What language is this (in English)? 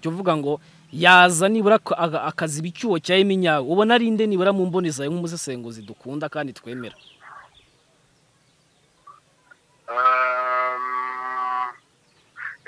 Kinyarwanda